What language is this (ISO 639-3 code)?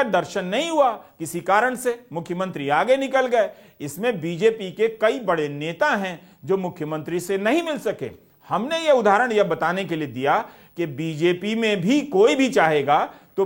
hin